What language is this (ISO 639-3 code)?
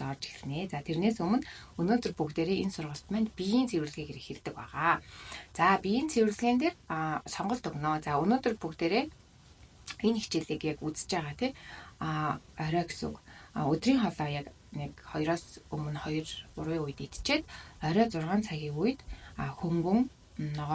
mon